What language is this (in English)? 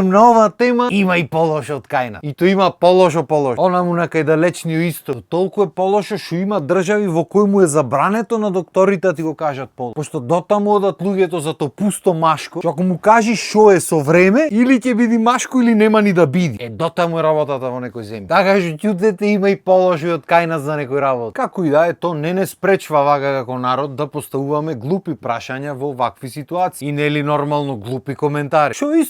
Macedonian